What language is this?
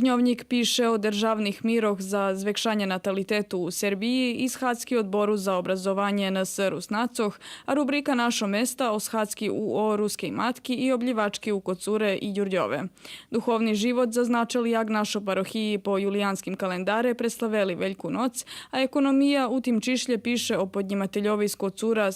Rusyn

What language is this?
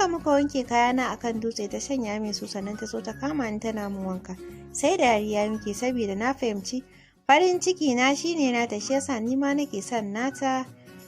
Hausa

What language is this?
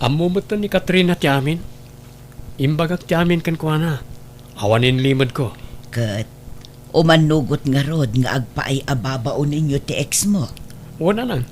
Iloko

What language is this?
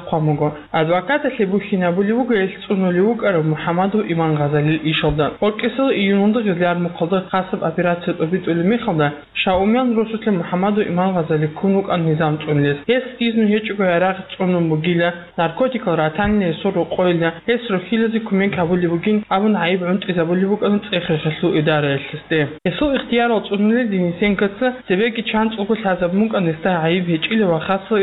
Avaric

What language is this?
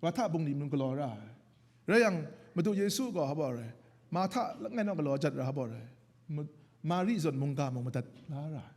Kachin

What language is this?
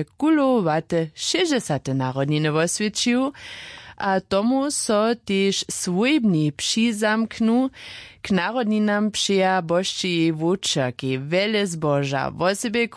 Upper Sorbian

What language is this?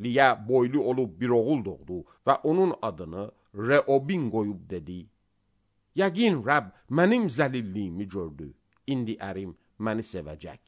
Azerbaijani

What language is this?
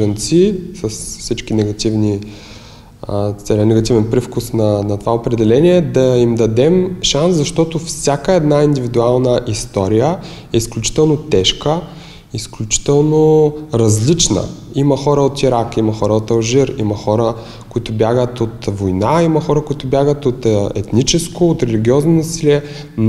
Bulgarian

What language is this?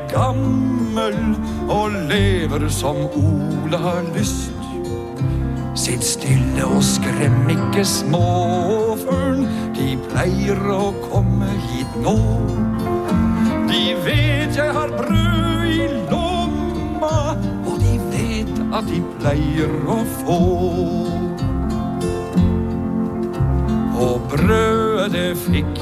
Norwegian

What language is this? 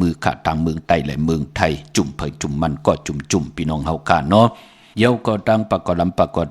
Shan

